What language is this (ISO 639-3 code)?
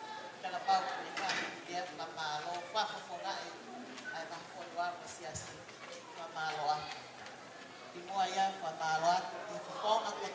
ton